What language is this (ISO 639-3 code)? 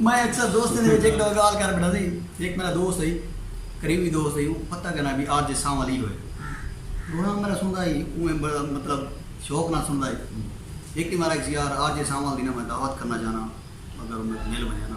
skr